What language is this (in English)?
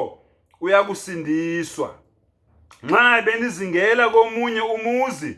Zulu